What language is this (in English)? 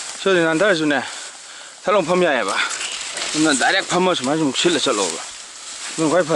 Manipuri